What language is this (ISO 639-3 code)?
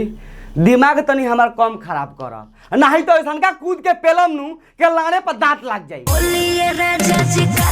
bho